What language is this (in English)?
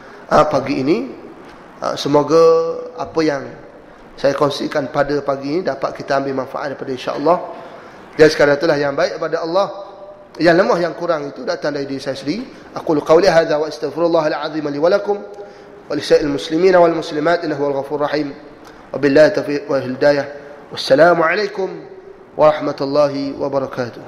Malay